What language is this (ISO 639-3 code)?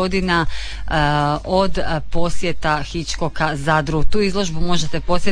hrv